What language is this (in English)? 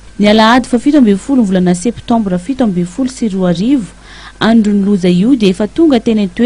Malagasy